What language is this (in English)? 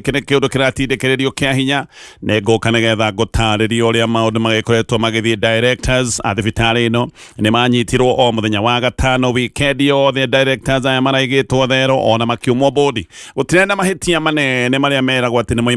Kikuyu